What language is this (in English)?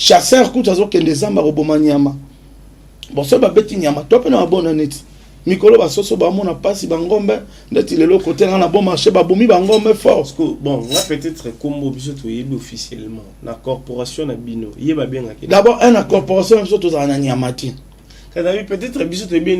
Lingala